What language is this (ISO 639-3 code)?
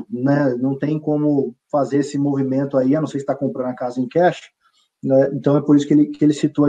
por